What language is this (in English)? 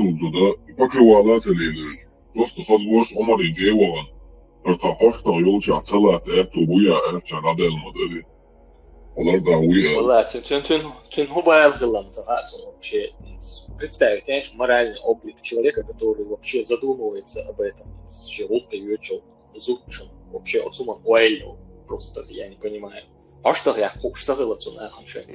Chechen